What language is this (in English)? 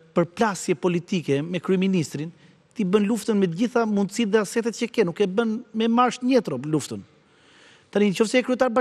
Albanian